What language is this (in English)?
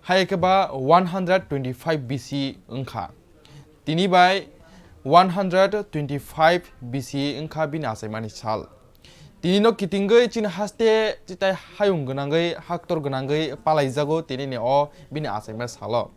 Kok Borok